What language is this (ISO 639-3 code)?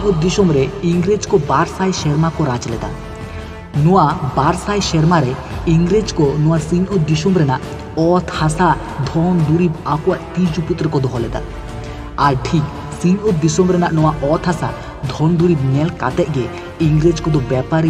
sat